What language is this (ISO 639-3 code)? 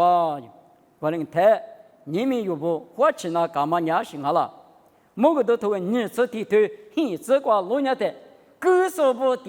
lis